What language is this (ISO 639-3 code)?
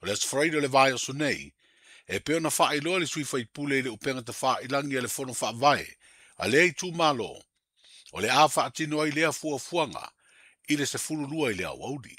smo